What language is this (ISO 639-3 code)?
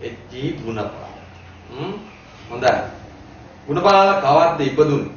sin